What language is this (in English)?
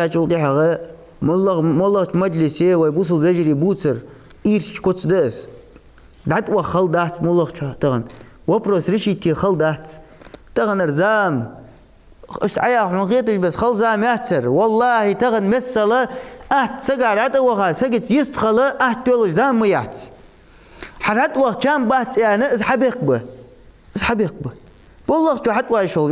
Ingush